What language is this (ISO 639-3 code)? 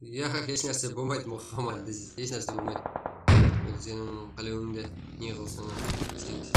kaa